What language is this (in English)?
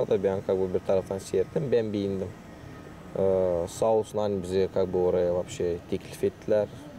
Gagauz